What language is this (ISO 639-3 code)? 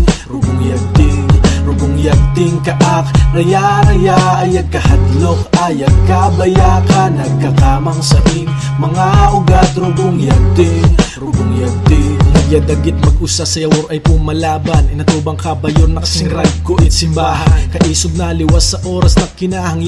bno